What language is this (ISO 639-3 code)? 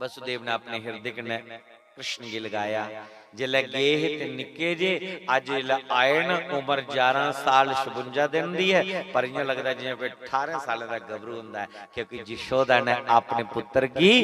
doi